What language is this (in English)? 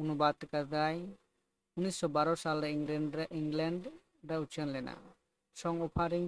Santali